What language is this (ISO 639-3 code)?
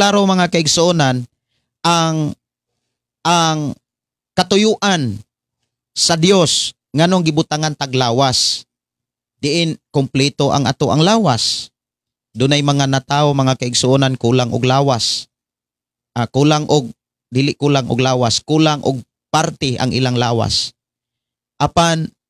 ceb